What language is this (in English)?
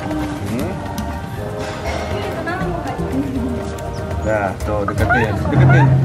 Indonesian